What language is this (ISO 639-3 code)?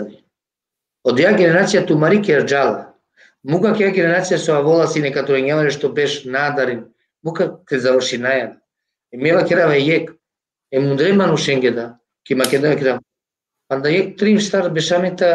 rmn